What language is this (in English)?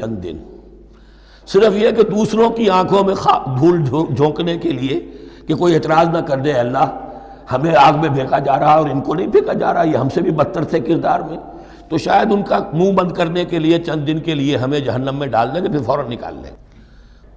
Urdu